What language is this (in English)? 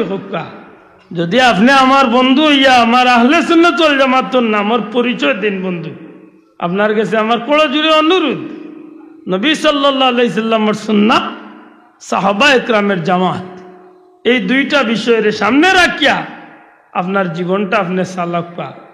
Sylheti